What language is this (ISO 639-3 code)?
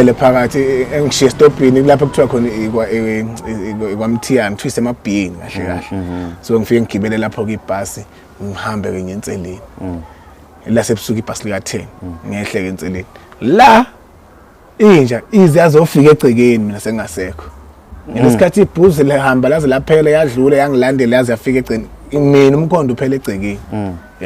zul